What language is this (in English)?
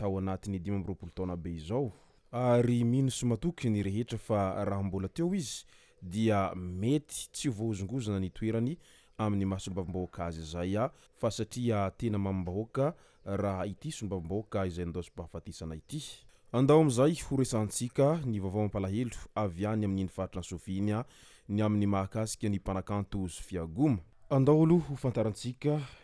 Malagasy